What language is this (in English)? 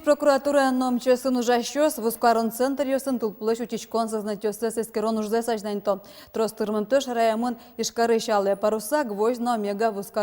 Udmurt